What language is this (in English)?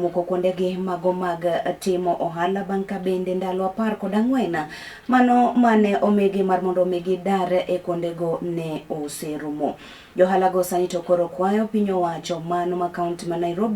Luo (Kenya and Tanzania)